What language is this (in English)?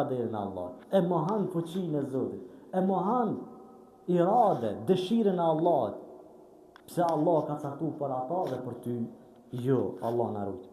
Albanian